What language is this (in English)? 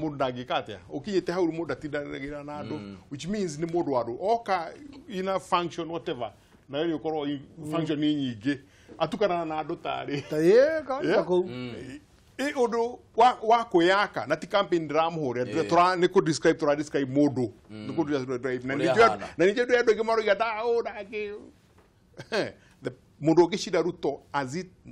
Kikuyu